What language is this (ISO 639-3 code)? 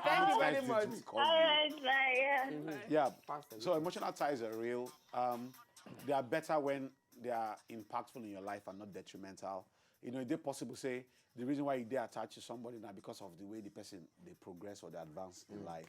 pcm